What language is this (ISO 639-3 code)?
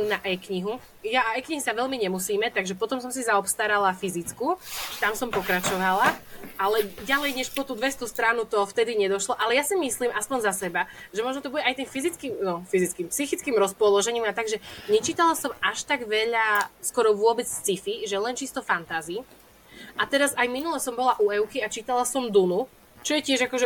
slk